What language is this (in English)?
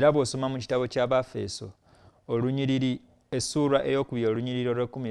Ganda